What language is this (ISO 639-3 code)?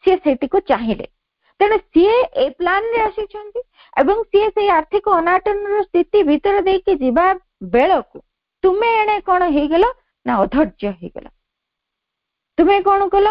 ori